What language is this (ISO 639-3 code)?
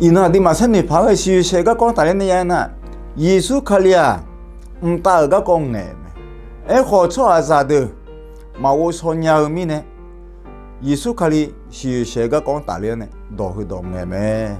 ahk